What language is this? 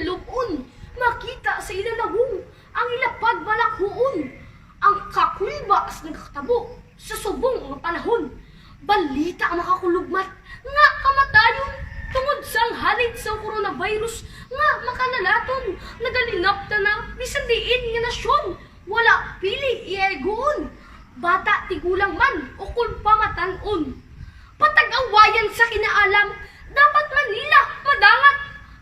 Hiligaynon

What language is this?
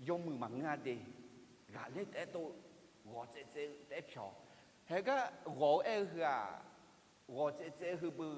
Akha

